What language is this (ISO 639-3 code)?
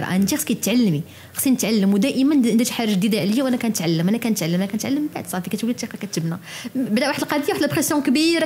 ary